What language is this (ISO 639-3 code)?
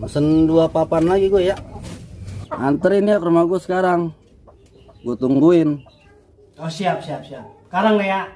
bew